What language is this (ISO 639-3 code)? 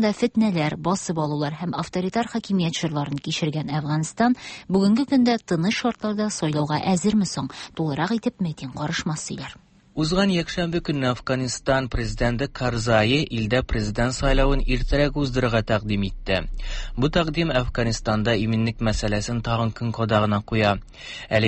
tat